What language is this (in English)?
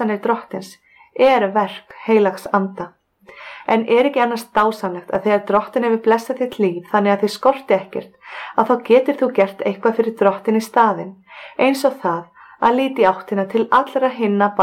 Icelandic